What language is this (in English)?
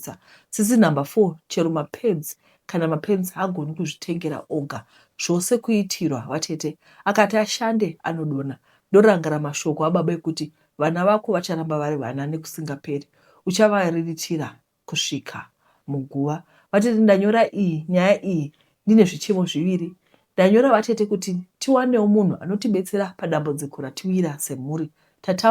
Shona